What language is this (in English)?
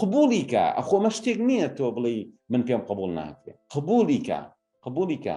Central Kurdish